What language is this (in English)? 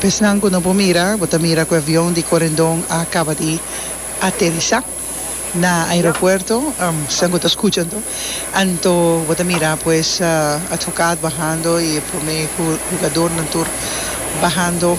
Papiamento